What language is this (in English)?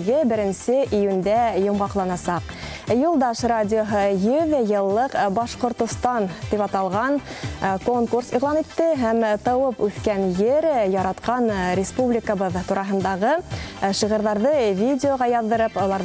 Bashkir